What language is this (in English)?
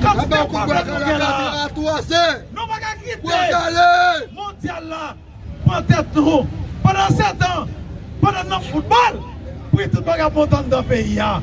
Haitian Creole